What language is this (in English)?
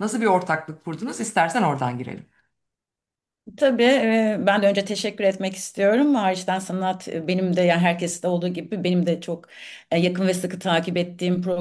Turkish